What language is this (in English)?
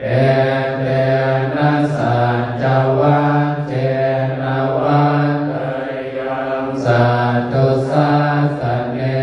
Pali